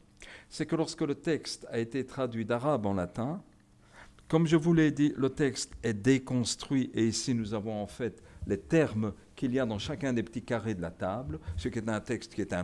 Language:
French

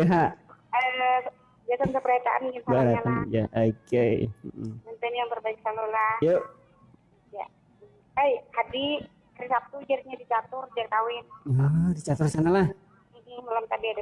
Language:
Banjar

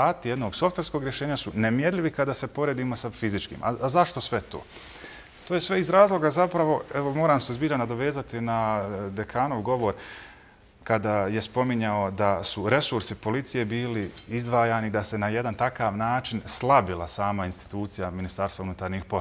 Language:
Bosnian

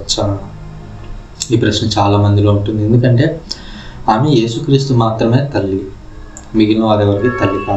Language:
Telugu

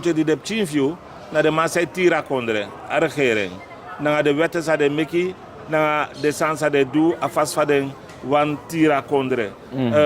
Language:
Sranan Tongo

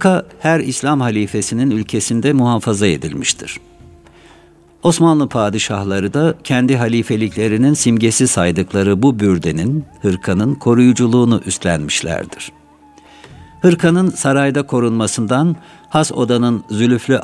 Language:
Turkish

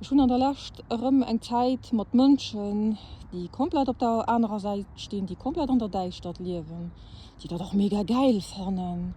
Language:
Luxembourgish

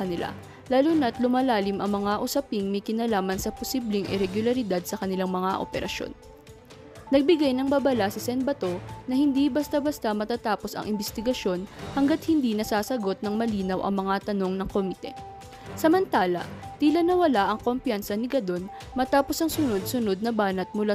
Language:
Filipino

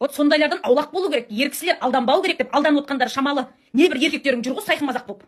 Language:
Kazakh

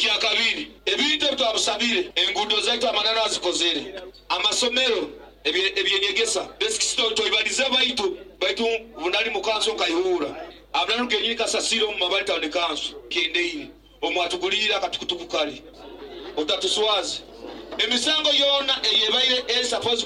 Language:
Nyoro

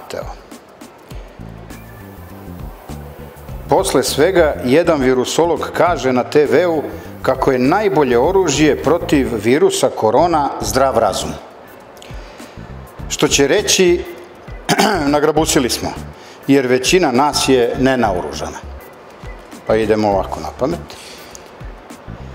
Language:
Serbian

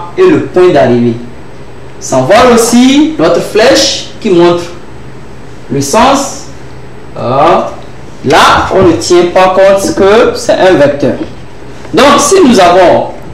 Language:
French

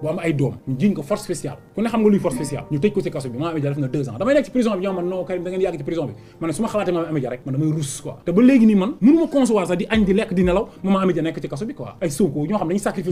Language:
Wolof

